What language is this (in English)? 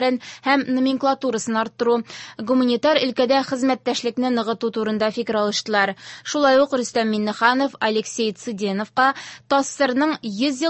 Tatar